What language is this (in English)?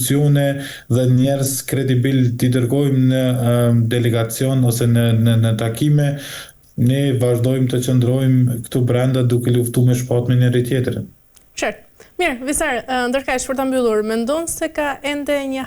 Albanian